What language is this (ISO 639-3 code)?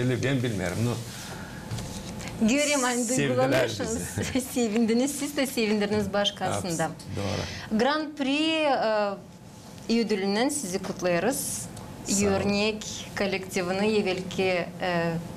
gag